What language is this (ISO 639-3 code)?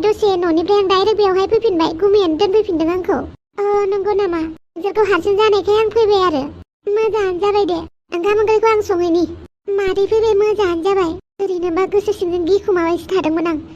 brx